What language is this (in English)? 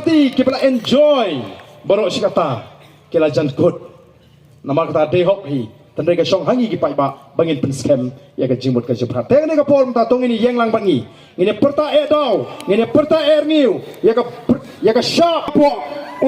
Khasi